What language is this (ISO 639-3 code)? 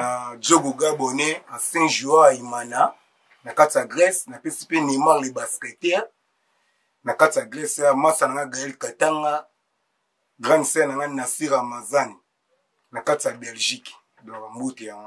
lin